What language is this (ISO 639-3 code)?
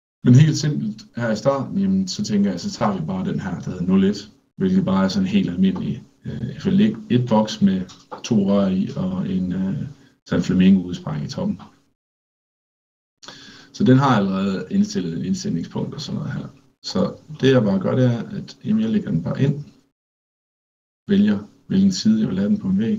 dan